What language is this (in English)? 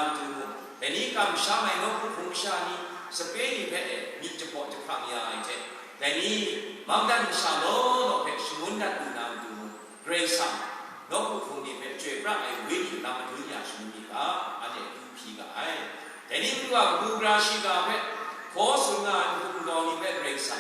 Kachin